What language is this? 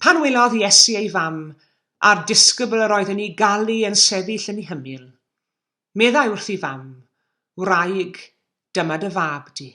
Welsh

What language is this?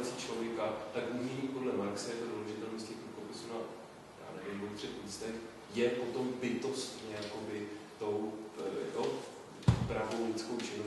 Czech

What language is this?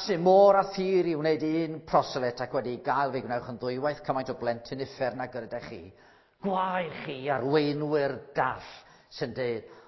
Welsh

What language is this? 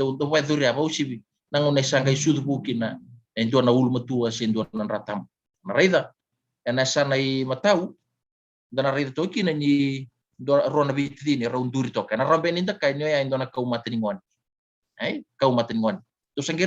Fijian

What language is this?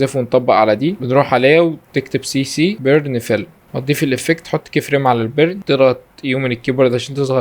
Egyptian Arabic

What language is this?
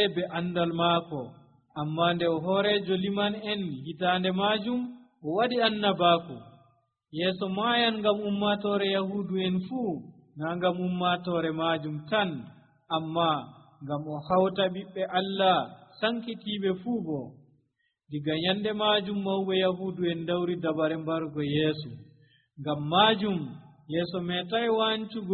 Nigerian Fulfulde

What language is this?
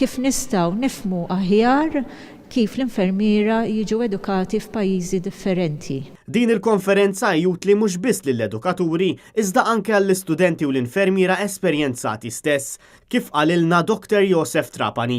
Maltese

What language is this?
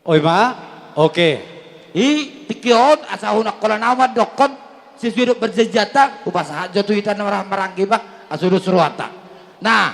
Batak Toba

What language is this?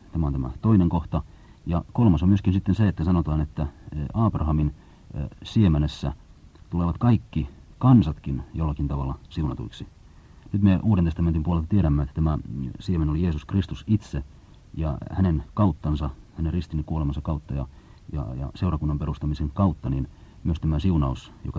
Finnish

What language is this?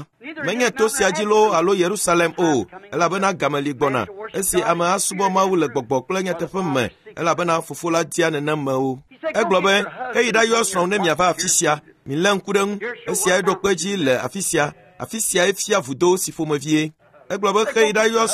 Ewe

